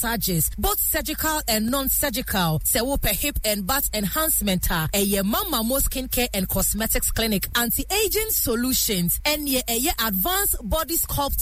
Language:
Akan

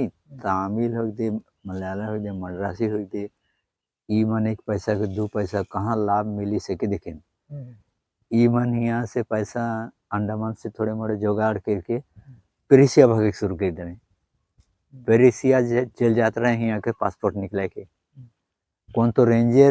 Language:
Sadri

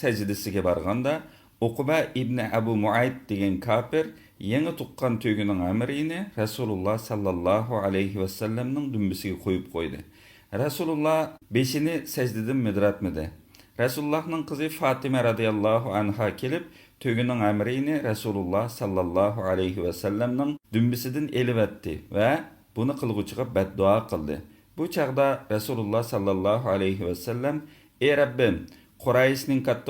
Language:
Uyghur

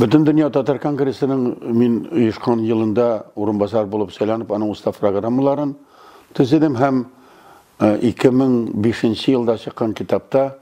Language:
Tatar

